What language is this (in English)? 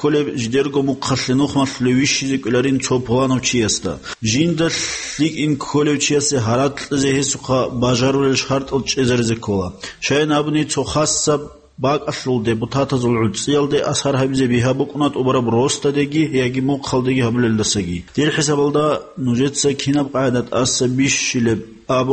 Avaric